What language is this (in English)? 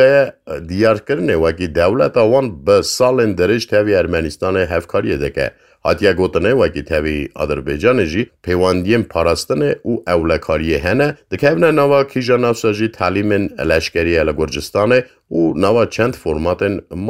Kurdish